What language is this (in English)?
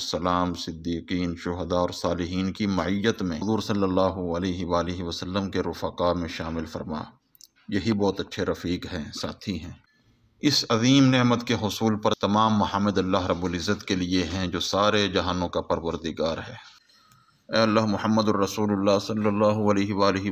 Urdu